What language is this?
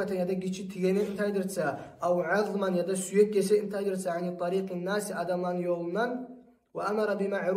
Kumyk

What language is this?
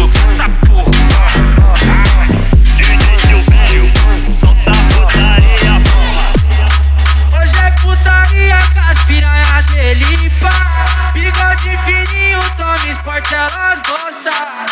Portuguese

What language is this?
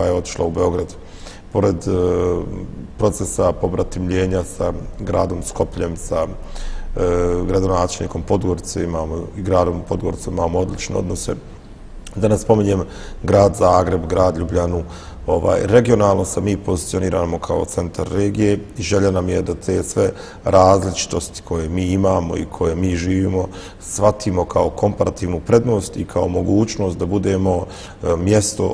Bosnian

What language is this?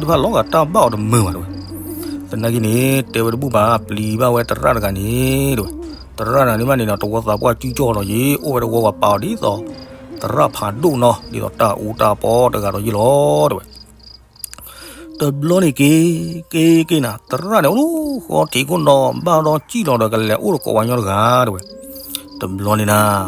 S'gaw Karen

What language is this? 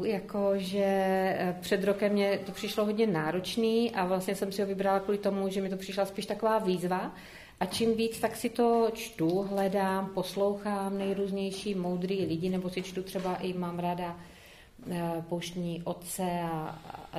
Czech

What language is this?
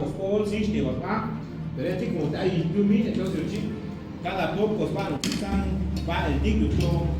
Chuj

